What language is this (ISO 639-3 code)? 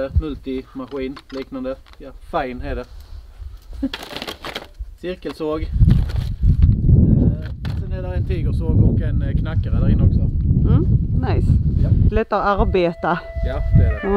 swe